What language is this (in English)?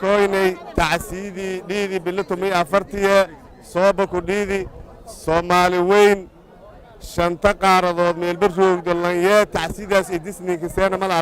Somali